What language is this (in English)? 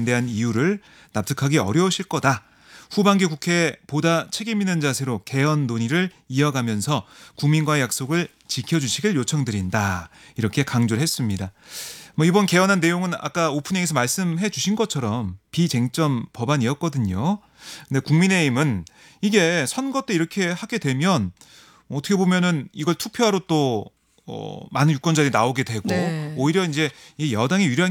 Korean